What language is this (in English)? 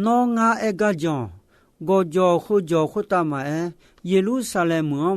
Akha